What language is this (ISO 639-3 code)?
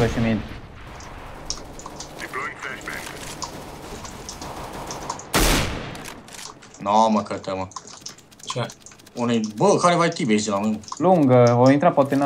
ron